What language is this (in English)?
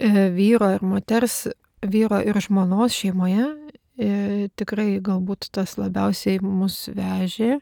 Lithuanian